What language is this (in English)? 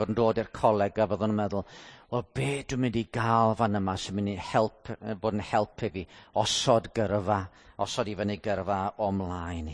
Welsh